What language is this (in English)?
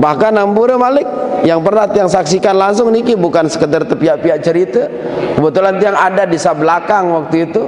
Sasak